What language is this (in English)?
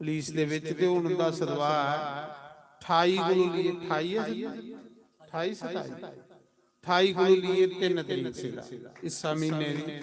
Dogri